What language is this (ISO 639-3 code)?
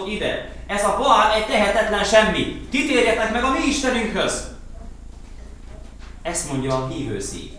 hun